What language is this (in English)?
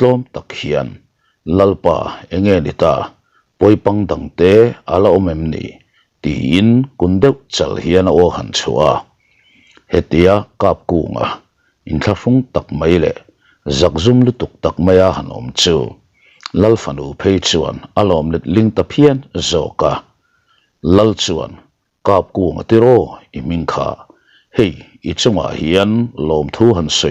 Mizo